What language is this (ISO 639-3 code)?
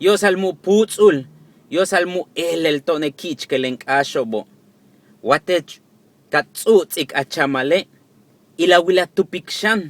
yua